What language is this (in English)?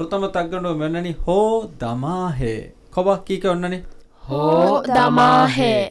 Divehi